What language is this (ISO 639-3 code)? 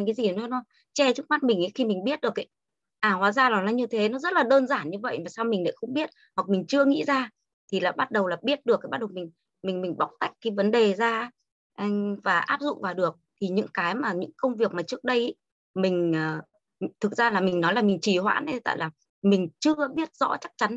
vie